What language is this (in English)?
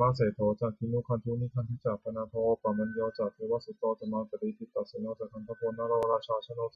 Pali